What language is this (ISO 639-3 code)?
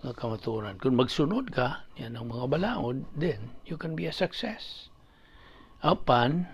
ceb